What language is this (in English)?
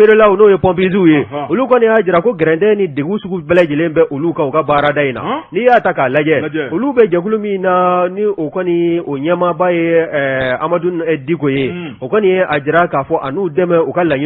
Bambara